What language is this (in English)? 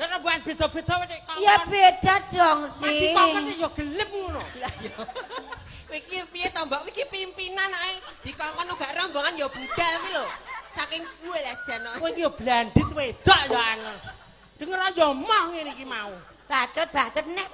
Javanese